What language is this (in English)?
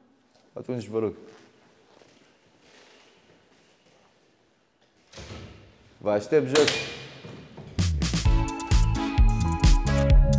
Romanian